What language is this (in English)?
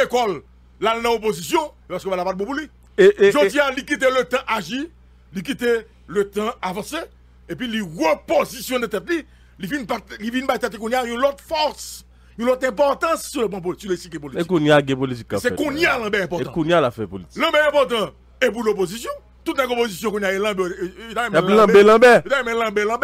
French